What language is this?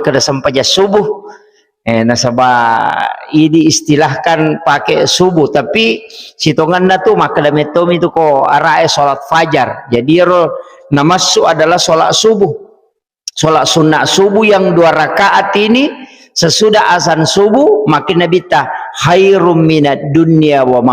Buginese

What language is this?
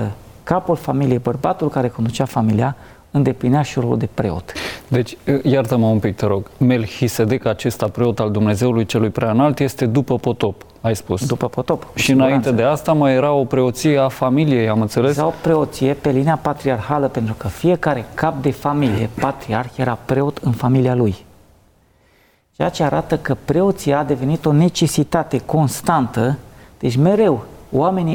Romanian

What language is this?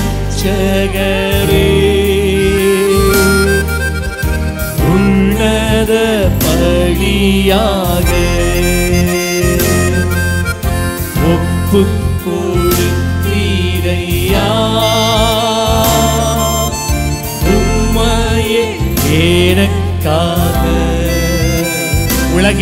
Tamil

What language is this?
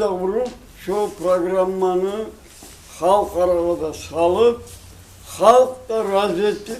Kumyk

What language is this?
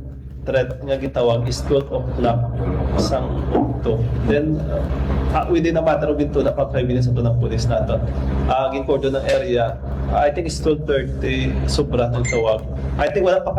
Hiligaynon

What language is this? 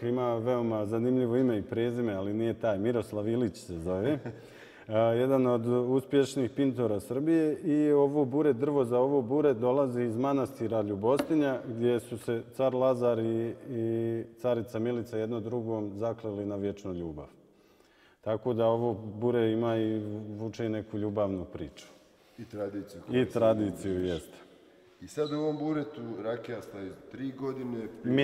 Bosnian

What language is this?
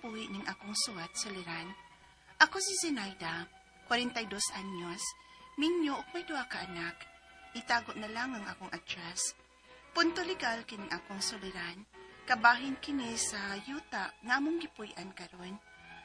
Cebuano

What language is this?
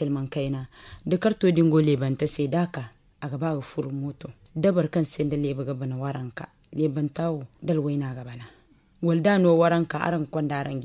Zarma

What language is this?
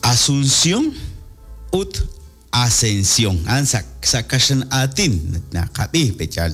Kekchí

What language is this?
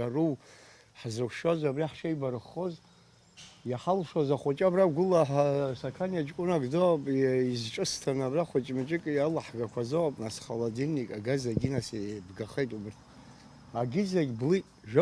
Abkhazian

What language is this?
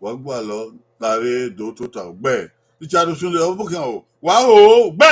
Bini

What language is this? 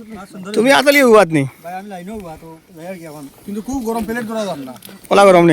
Sylheti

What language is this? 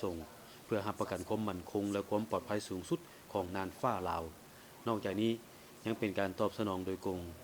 Lao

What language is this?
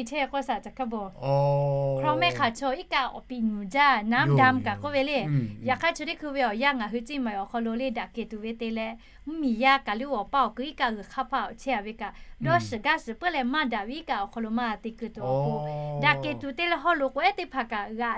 Lahu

